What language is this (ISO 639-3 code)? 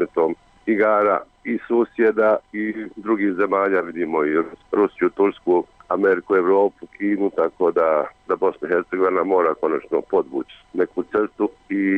bos